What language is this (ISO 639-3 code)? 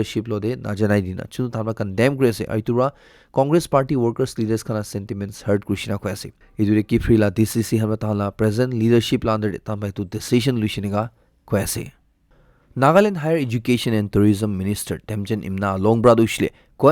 nag